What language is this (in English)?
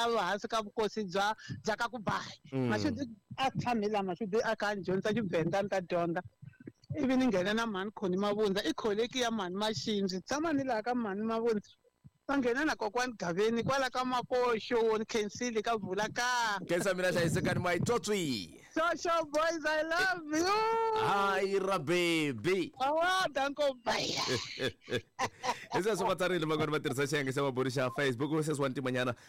Tsonga